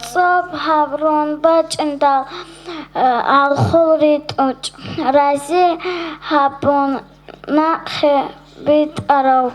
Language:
Avaric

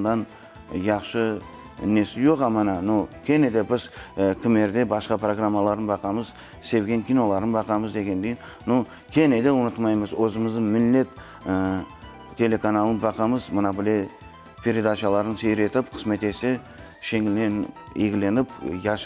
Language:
Crimean Tatar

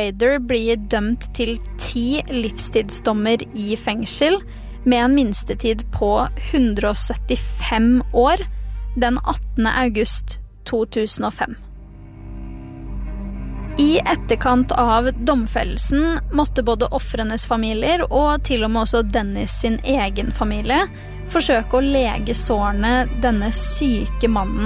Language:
Norwegian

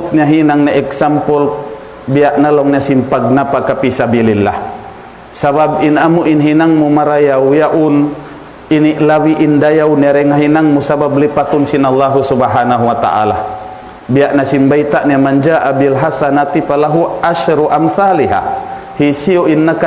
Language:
Tausug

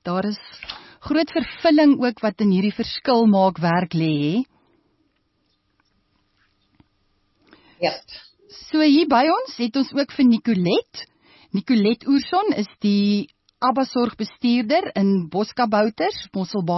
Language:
Afrikaans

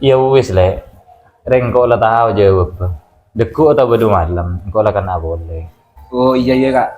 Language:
Madurese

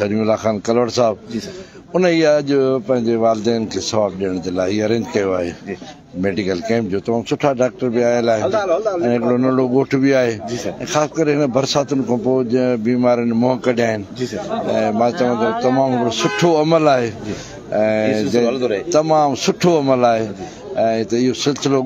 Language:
Sindhi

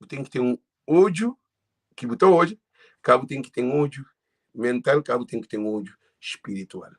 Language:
Kabuverdianu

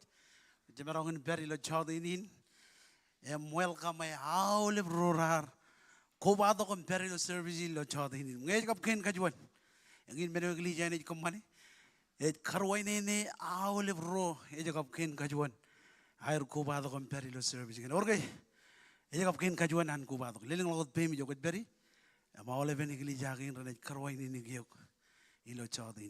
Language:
Marshallese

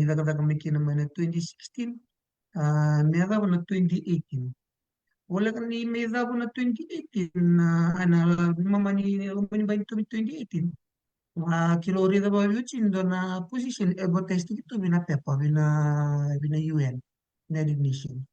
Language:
Fijian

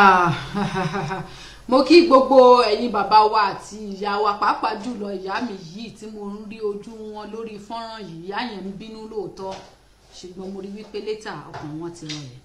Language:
Yoruba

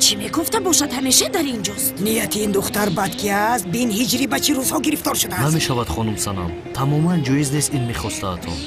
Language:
Tajik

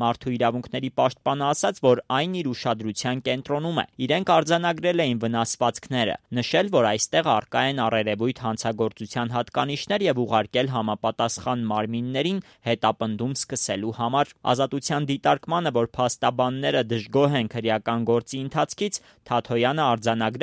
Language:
Armenian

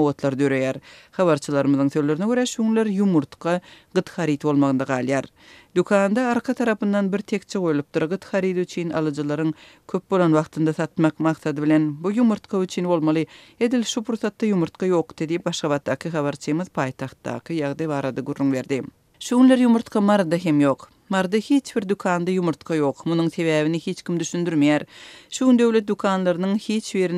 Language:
Turkmen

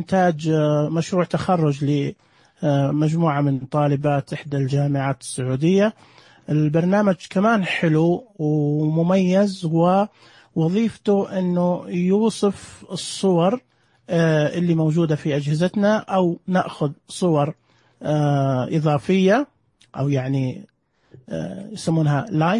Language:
Najdi Arabic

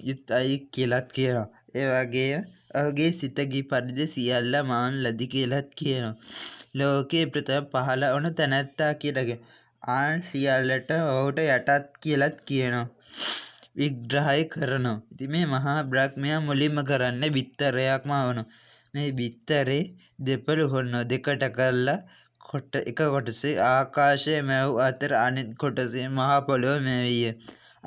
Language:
Sinhala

